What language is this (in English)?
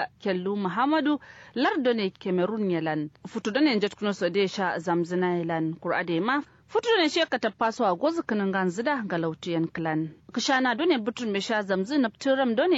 Kanuri